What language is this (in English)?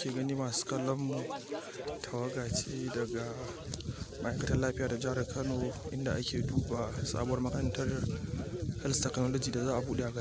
Hausa